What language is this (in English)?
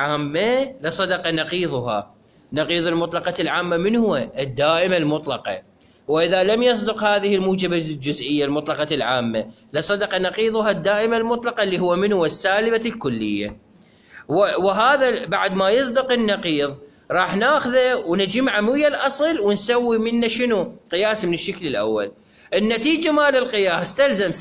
Mesopotamian Arabic